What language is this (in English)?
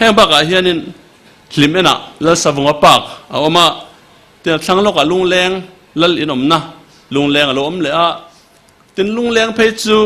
Mizo